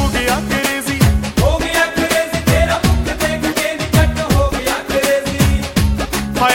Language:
Punjabi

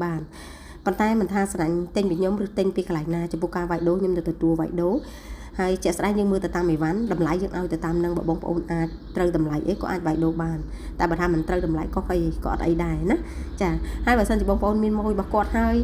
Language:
Khmer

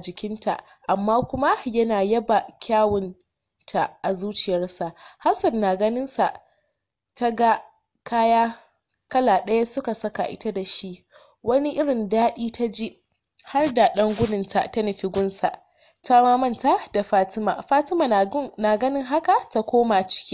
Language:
Hausa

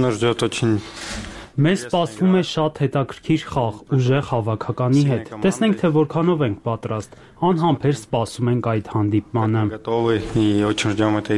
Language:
Armenian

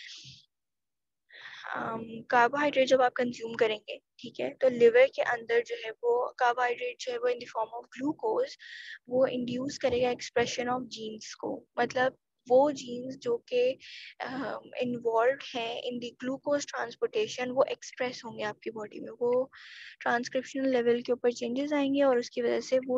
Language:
Hindi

